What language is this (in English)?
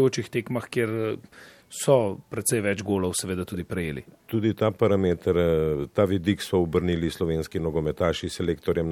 Slovenian